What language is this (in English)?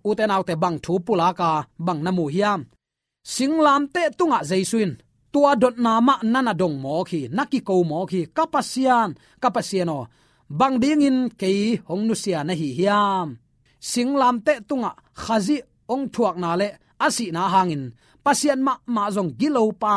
Tedim Chin